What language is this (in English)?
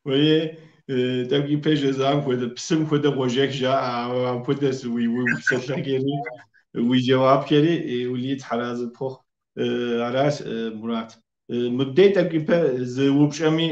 Kabardian